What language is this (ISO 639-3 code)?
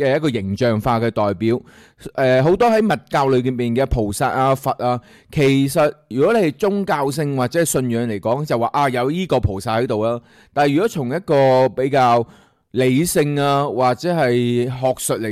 yue